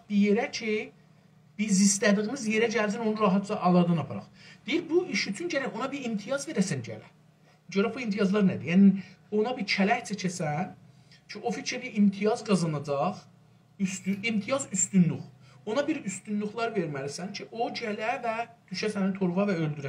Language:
South Azerbaijani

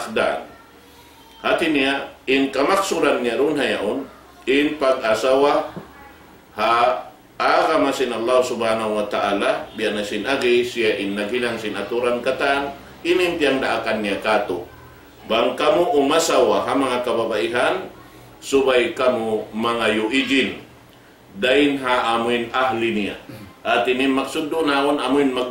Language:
Tausug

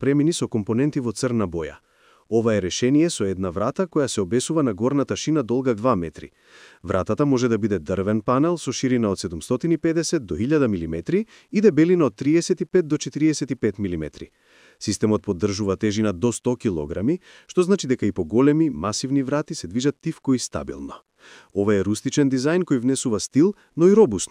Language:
Macedonian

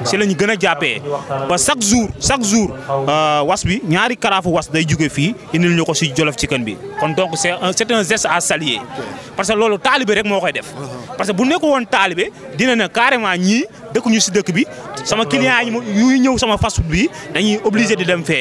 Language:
Wolof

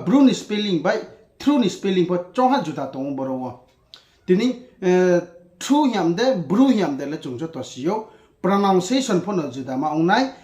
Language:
Riang (India)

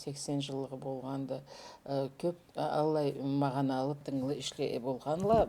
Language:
Karachay-Balkar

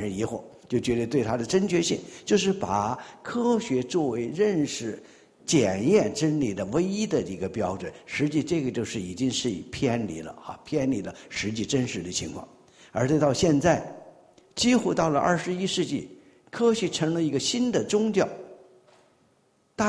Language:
Chinese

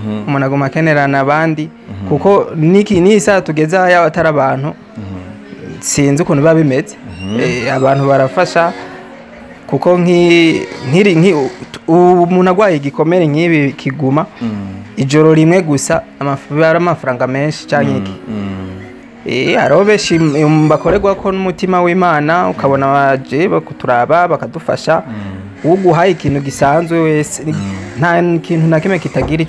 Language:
Rundi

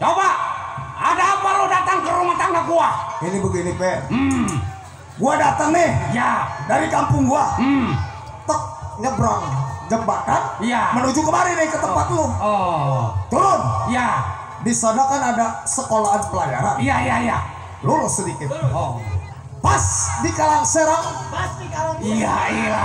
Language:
Betawi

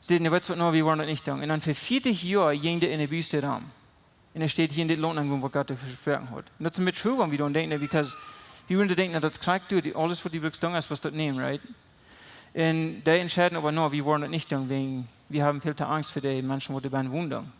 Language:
Plautdietsch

